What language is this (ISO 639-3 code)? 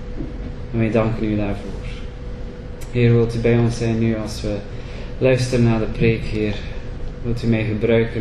nld